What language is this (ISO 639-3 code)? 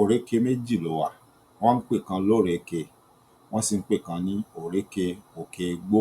yor